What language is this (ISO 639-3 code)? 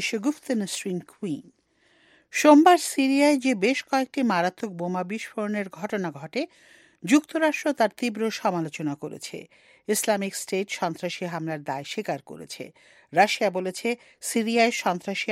ben